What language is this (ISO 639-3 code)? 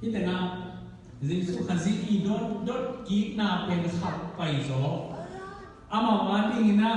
ctd